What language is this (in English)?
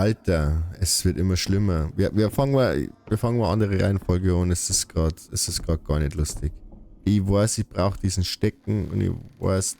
Bavarian